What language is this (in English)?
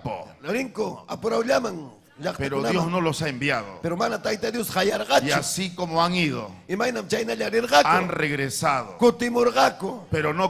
Ayacucho Quechua